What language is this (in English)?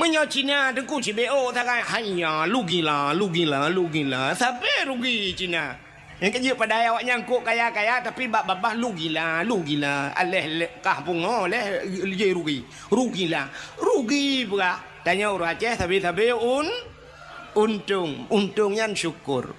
Achinese